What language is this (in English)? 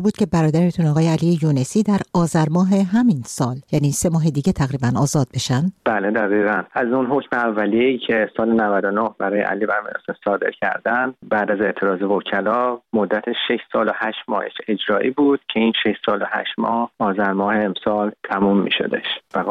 Persian